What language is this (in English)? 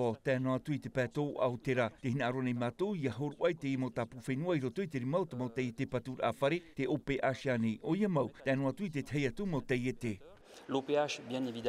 Tahitian